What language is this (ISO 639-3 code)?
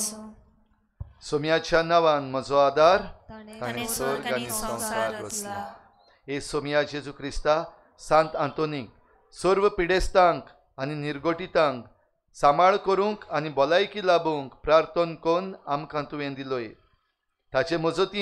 kok